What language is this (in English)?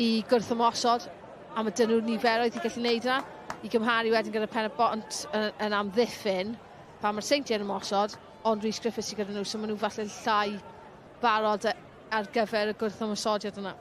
Welsh